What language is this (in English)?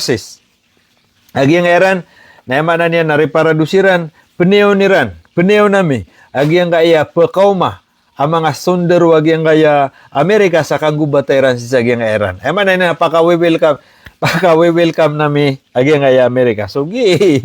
Maranao